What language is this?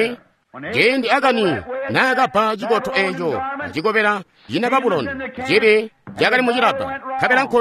Tonga (Zambia)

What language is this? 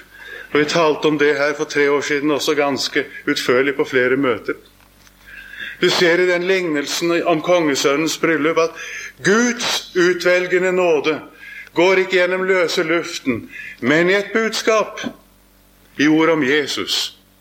Norwegian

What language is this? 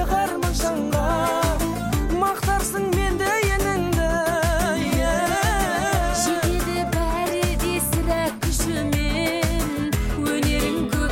Kazakh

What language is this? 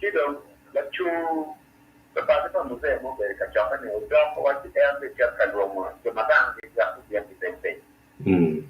Acoli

